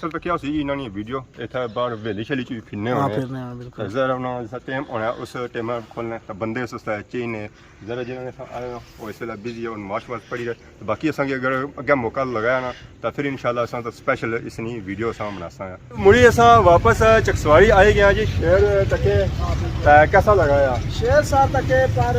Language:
Pahari-Potwari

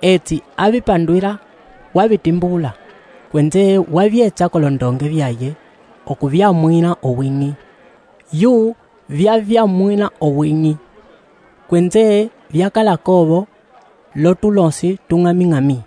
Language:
Umbundu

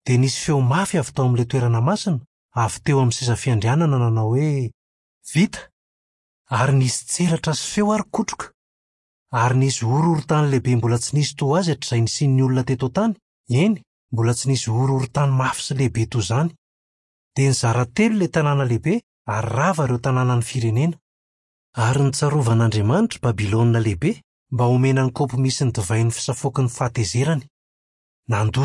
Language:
Malagasy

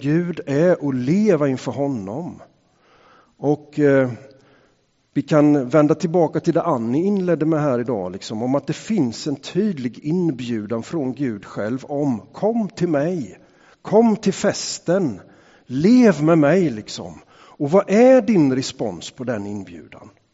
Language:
Swedish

